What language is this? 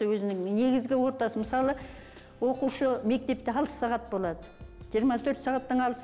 Kazakh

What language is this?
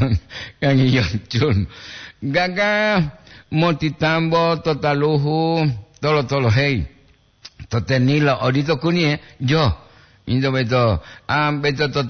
Gorontalo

